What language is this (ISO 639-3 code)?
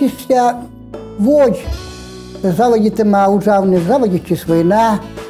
kom